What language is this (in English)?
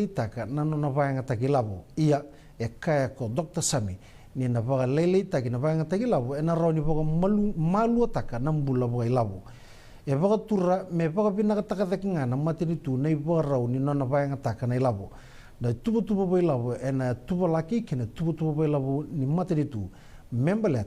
Fijian